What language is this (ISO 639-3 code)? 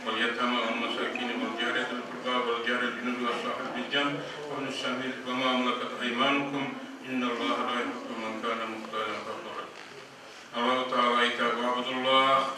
kum